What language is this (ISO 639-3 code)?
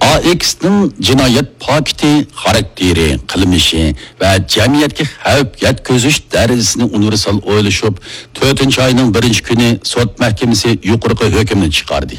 uig